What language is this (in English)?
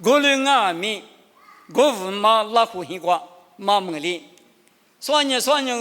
Lisu